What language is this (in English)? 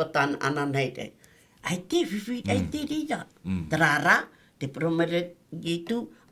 Tahitian